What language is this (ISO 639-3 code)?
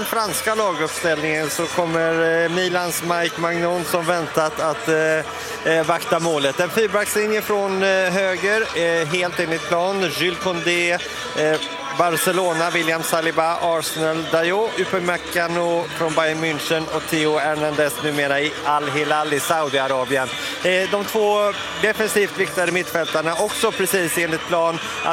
swe